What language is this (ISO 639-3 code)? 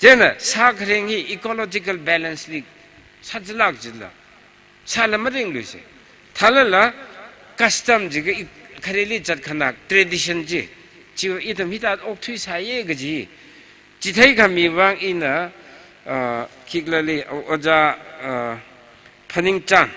nmf